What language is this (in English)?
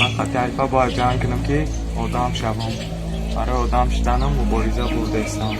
Tajik